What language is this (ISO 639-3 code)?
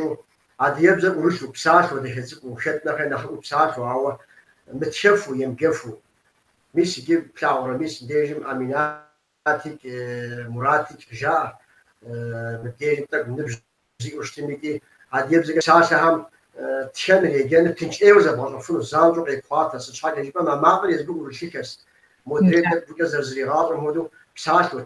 kbd